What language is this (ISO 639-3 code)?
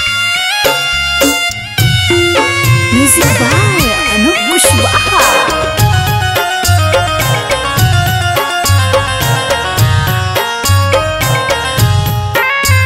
bho